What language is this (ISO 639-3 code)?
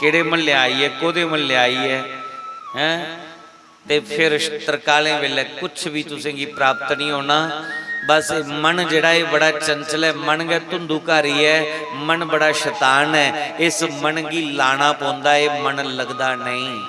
doi